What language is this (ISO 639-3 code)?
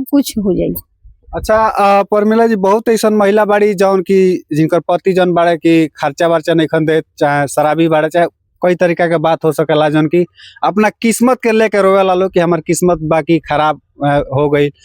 bho